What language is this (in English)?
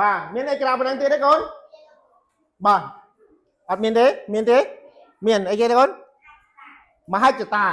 Khmer